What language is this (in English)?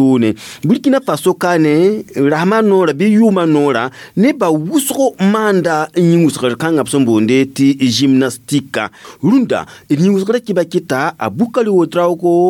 Mossi